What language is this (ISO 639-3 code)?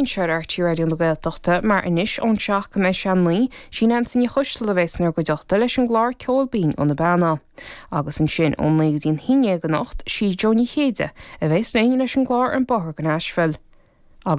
gle